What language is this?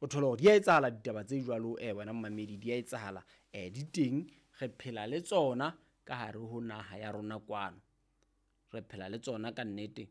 Southern Sotho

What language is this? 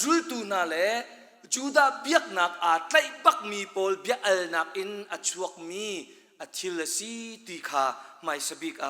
Hakha Chin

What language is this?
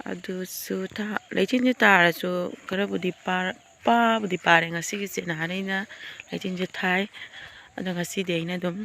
Manipuri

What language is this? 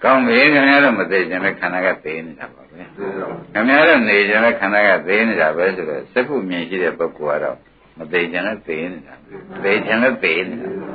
Burmese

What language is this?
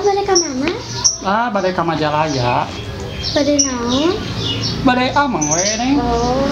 Sundanese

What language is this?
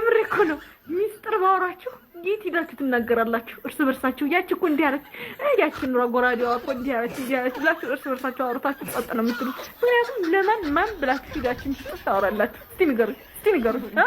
Amharic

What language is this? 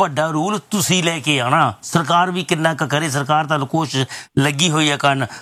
Punjabi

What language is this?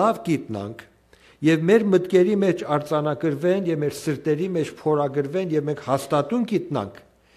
Western Armenian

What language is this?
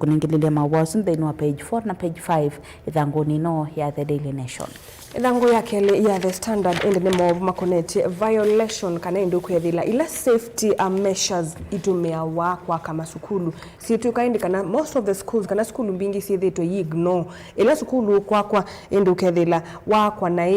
Kamba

